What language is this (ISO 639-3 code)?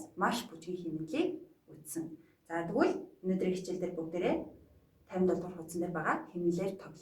mon